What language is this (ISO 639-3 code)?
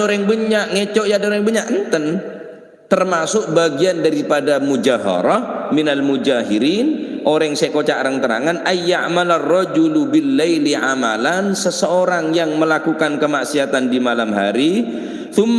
mad